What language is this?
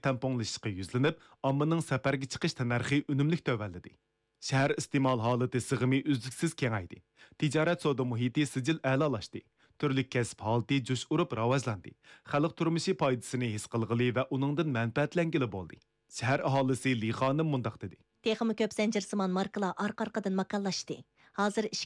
Uyghur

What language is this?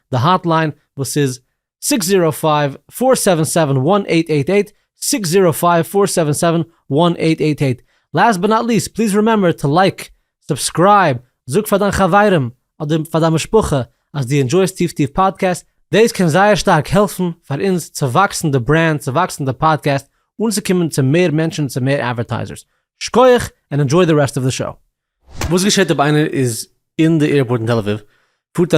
Yiddish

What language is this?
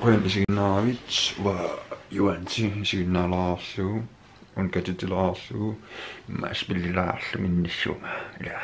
Kalaallisut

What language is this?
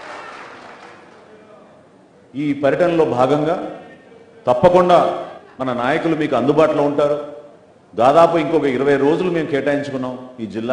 Telugu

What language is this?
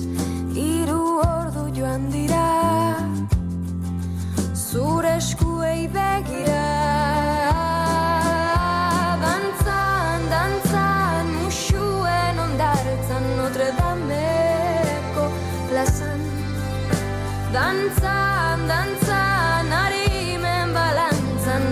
Basque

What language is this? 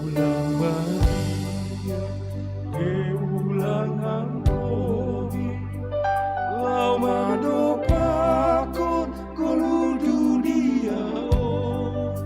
Batak Simalungun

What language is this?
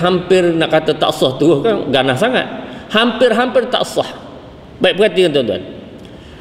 Malay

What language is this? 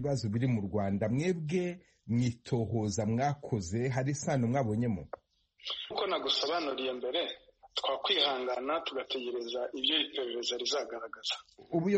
Kinyarwanda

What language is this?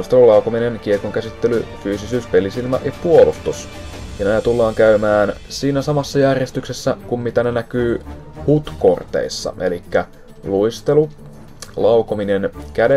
Finnish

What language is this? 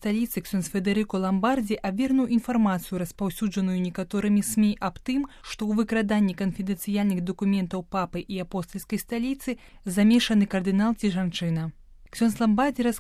Belarusian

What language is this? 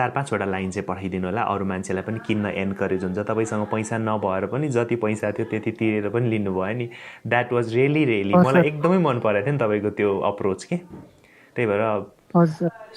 Nepali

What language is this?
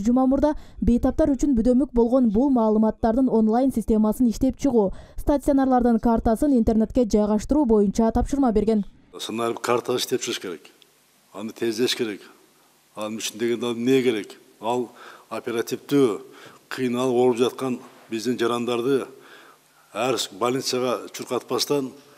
Kyrgyz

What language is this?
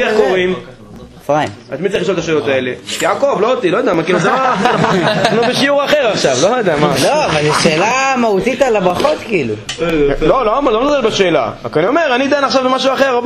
Hebrew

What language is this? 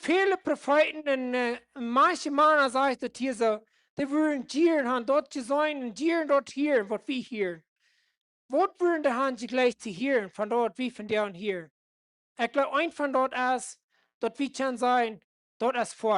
Plautdietsch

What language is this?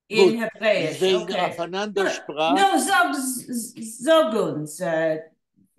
Yiddish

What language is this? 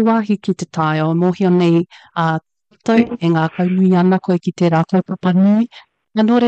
Māori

